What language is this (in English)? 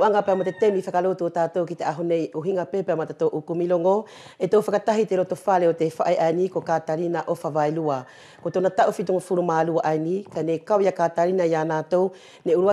Wallisian